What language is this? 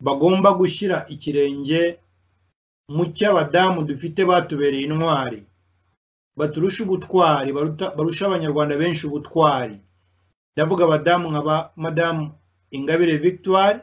Kinyarwanda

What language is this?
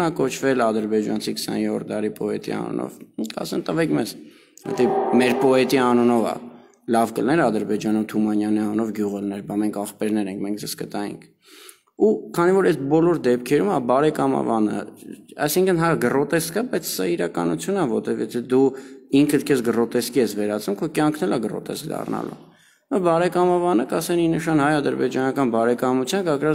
Armenian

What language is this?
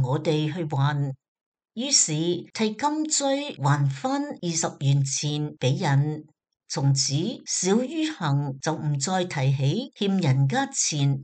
Cantonese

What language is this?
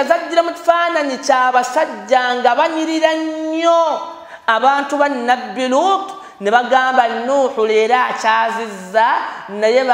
Ganda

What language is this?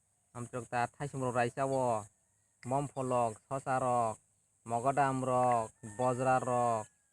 Kok Borok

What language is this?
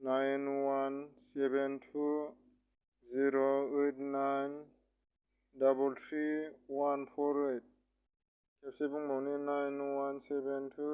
Bodo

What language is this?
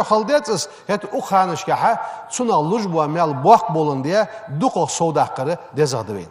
Ingush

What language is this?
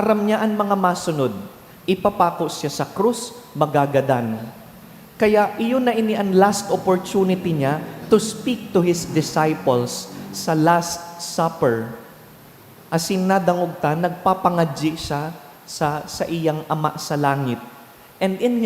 Bikol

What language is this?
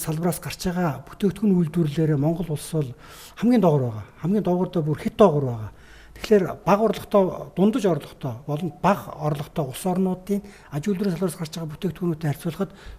Mongolian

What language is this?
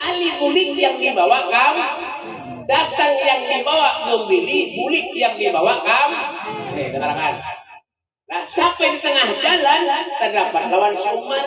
Banjar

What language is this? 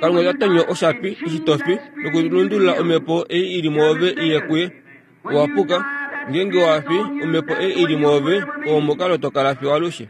Kuanyama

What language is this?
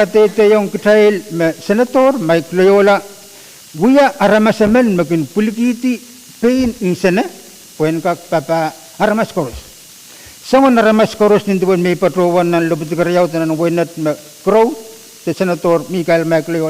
Pohnpeian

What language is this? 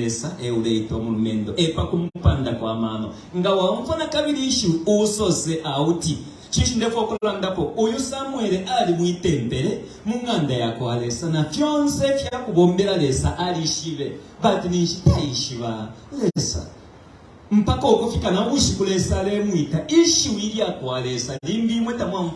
Bemba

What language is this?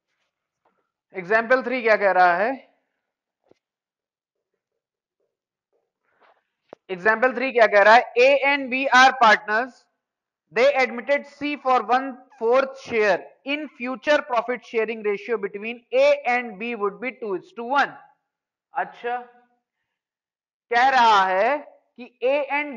Hindi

